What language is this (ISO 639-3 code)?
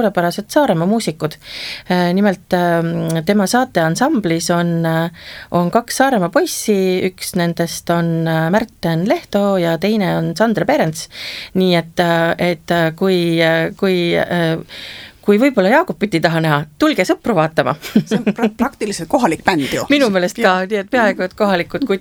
est